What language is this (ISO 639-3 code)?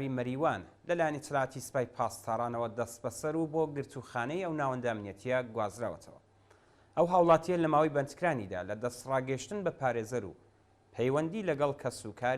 ckb